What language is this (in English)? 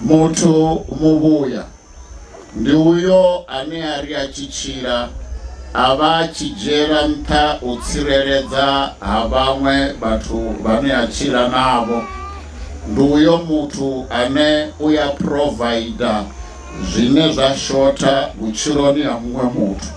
Venda